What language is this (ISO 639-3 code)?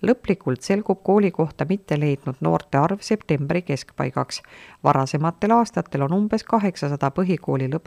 est